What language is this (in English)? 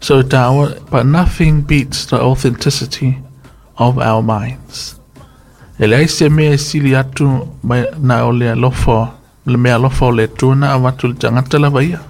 Samoan